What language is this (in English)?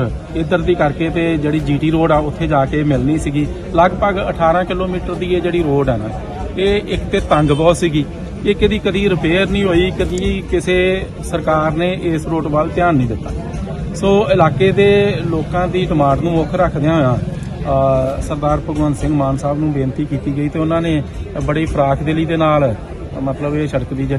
Punjabi